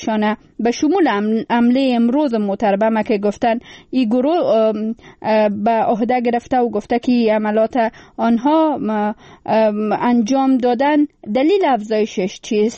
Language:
Persian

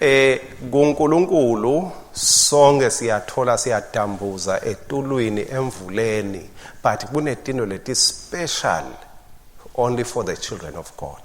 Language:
Swati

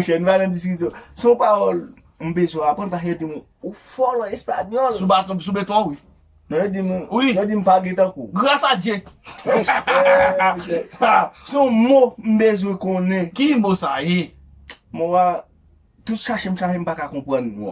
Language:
Haitian Creole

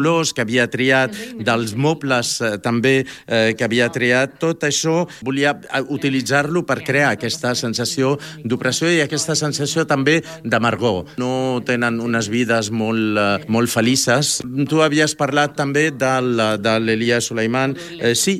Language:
Catalan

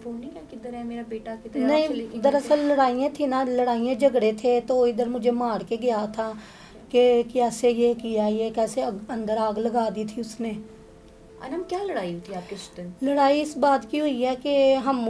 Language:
Hindi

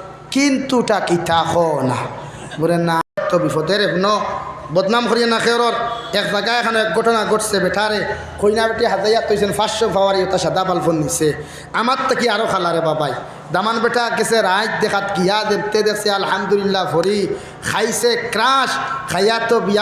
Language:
Sylheti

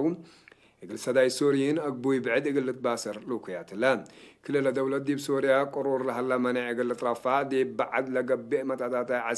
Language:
Tigre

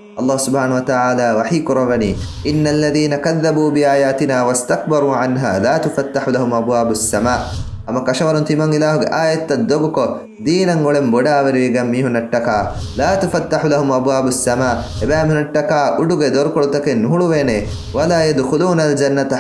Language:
Divehi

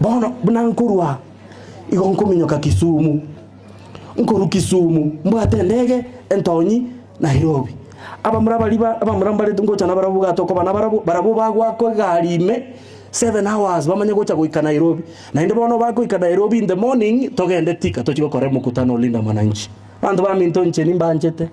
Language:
Gusii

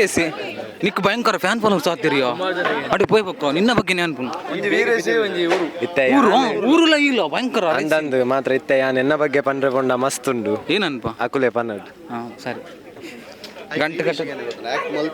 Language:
Tulu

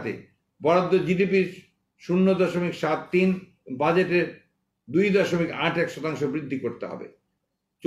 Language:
Bangla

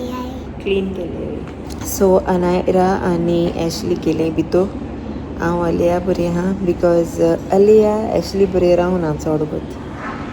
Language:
Konkani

